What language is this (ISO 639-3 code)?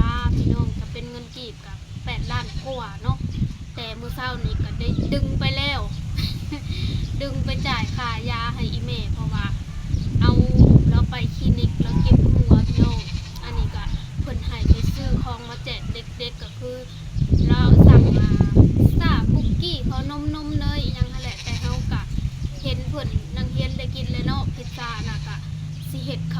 lao